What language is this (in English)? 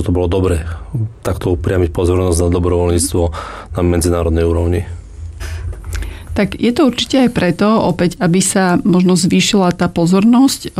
Slovak